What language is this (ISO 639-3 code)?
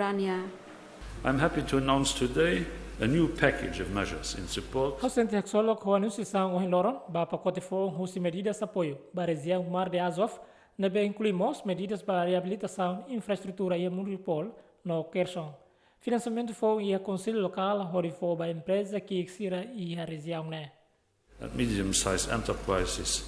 tet